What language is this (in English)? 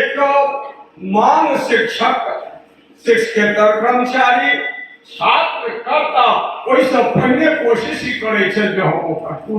Maithili